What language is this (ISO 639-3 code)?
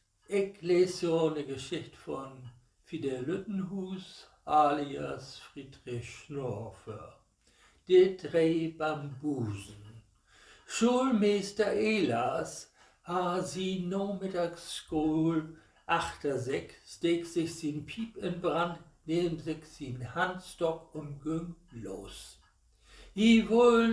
nds